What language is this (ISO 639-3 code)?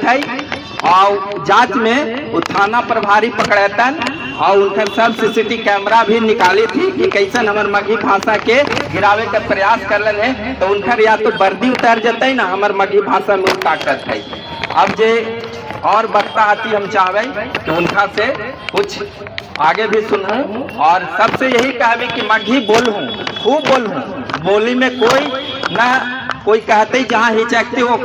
mag